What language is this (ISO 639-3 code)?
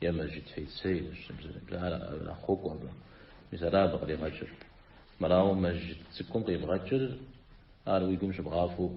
kbd